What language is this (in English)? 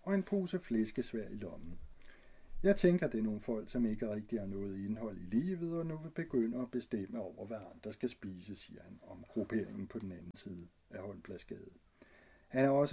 Danish